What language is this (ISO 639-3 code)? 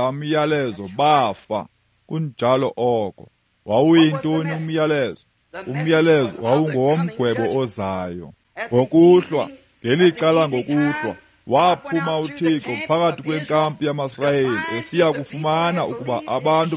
xho